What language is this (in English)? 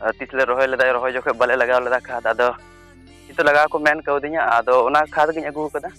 Santali